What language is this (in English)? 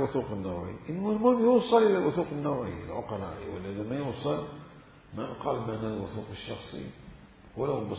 Mesopotamian Arabic